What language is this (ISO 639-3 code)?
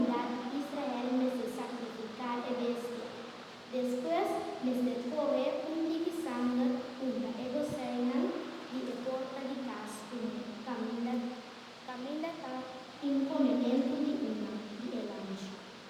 pap